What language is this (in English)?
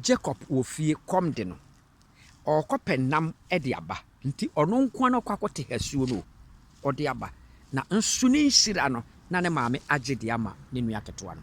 Akan